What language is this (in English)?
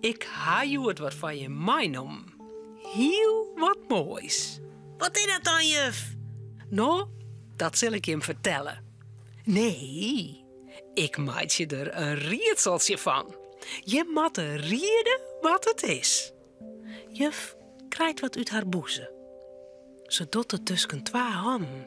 Western Frisian